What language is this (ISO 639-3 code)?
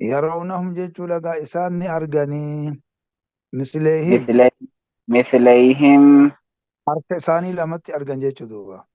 orm